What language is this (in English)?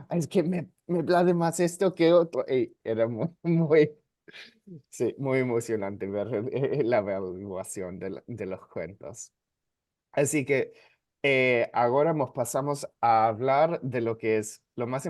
Ladino